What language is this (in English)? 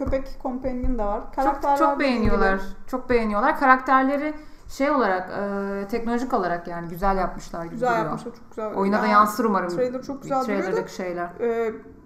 Turkish